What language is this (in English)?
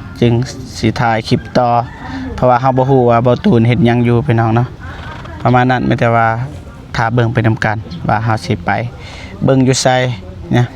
Lao